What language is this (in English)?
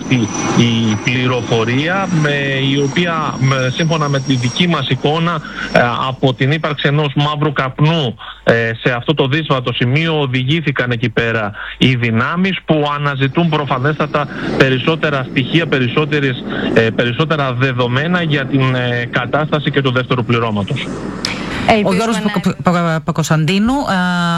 Greek